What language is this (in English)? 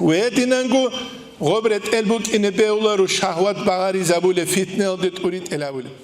Avaric